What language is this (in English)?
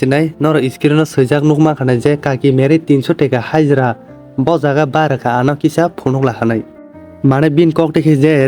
Kok Borok